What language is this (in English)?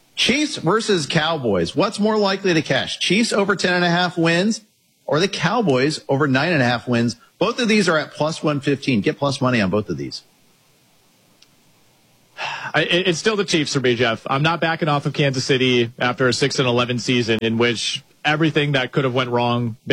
English